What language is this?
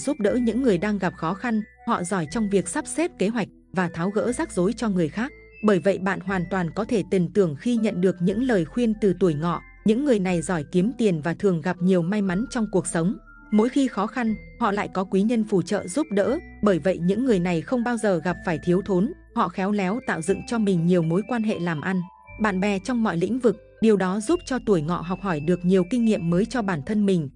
Vietnamese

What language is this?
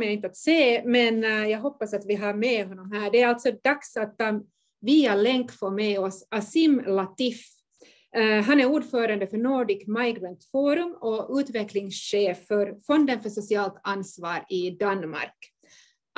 Swedish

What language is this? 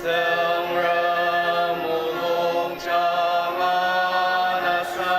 Ao Naga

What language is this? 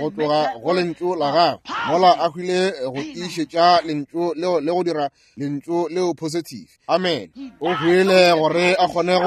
Northern Sotho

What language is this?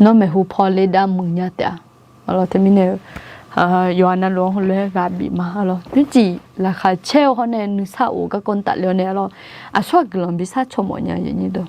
Akha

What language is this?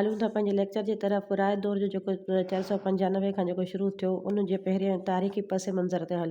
Sindhi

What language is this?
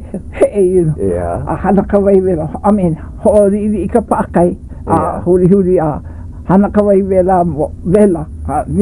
Hawaiian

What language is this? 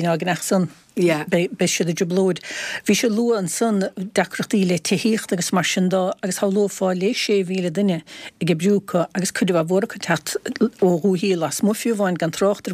Irish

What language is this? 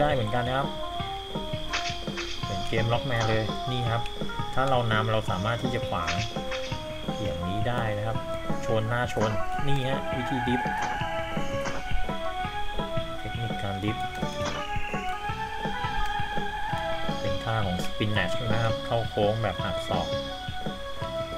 Thai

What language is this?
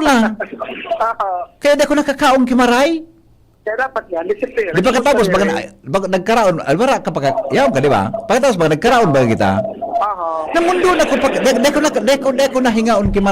Bikol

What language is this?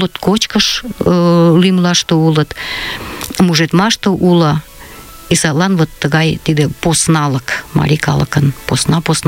Mari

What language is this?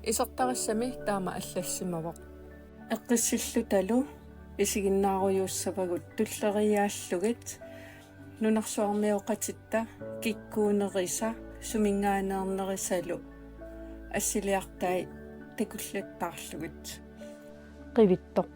Kalaallisut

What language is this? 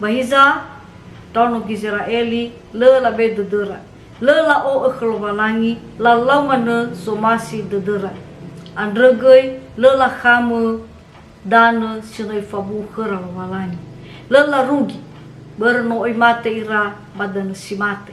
Nias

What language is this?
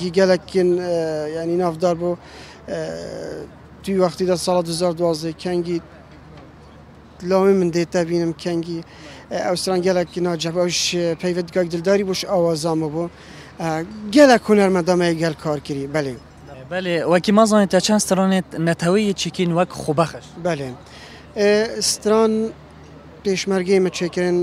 Kurdish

